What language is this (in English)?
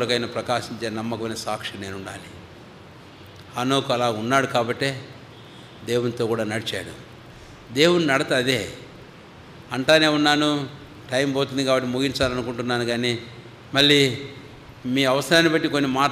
Telugu